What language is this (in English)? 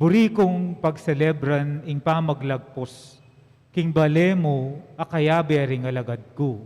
Pampanga